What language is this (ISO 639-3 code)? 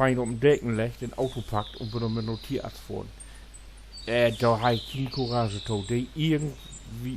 nds